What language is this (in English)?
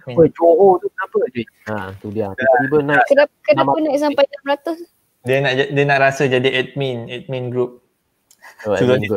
Malay